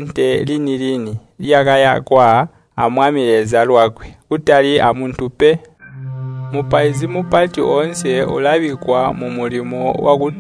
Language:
Tonga (Zambia)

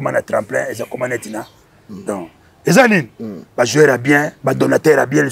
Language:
Lingala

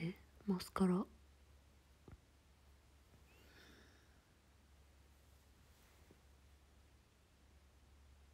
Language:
Japanese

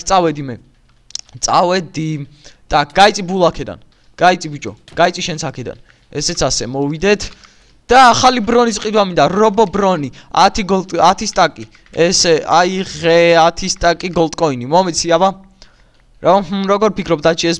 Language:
Georgian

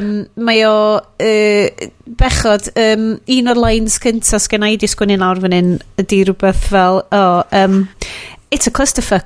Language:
Welsh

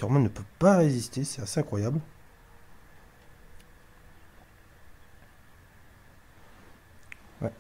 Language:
French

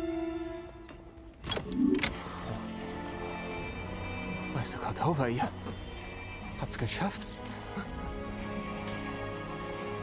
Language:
German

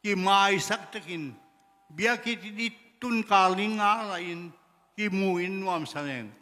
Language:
Tedim Chin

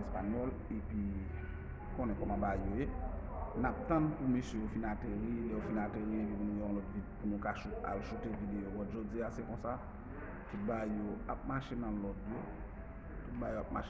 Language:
Haitian Creole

